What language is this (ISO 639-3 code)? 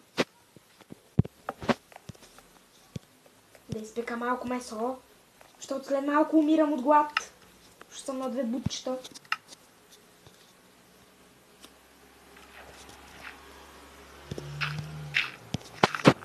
bul